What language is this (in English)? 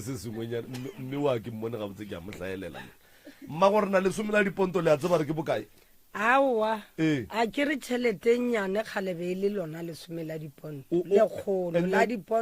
Northern Sotho